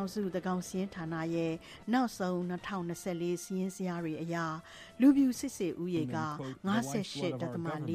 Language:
Burmese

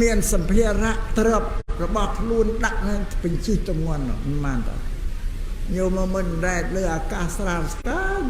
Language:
Khmer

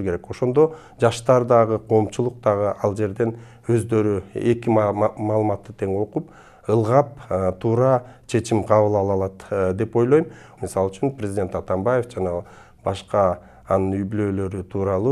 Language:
Kyrgyz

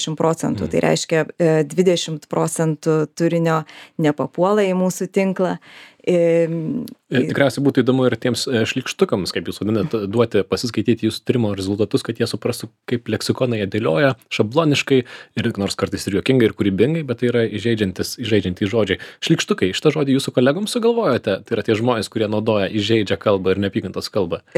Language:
Lithuanian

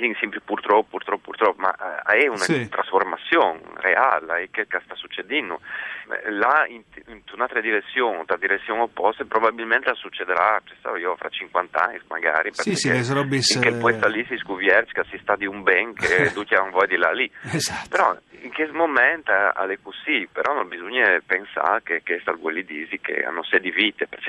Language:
Friulian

